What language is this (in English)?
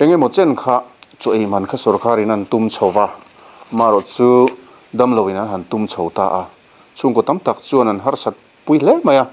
Mizo